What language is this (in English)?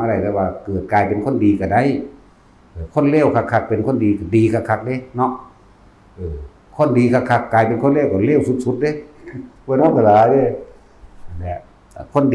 Northeastern Thai